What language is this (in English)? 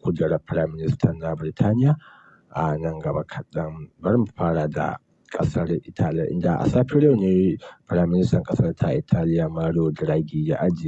Hausa